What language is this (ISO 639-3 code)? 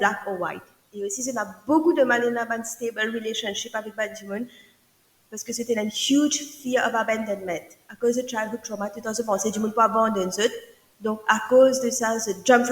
mfe